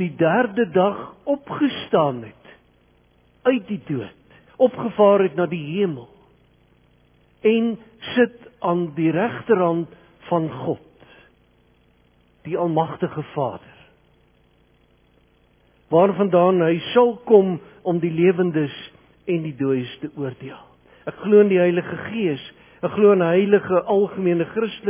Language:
Afrikaans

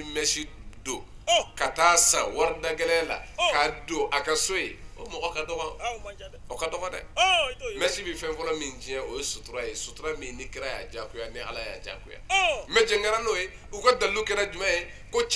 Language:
Bambara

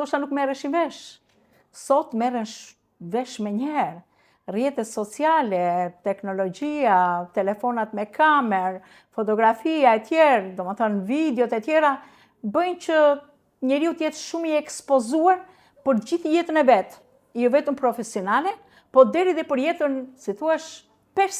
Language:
Albanian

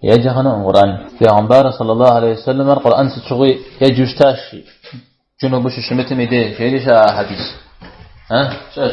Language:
Kabardian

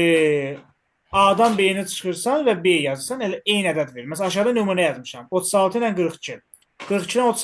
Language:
Azerbaijani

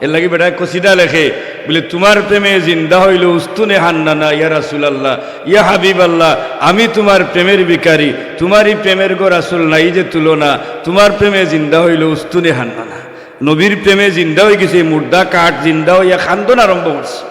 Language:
Sylheti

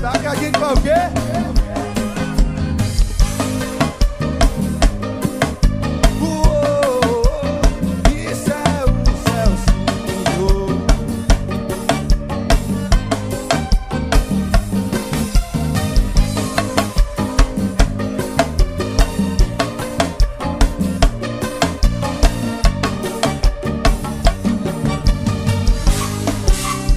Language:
Portuguese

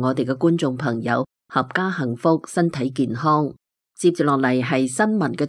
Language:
Cantonese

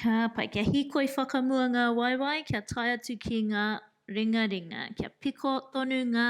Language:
Māori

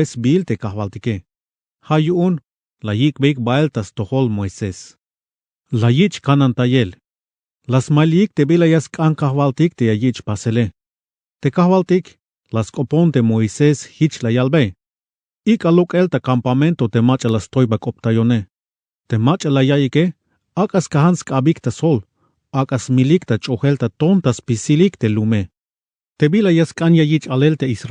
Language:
Tzeltal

